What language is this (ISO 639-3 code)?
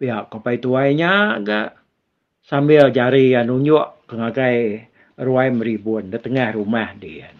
iba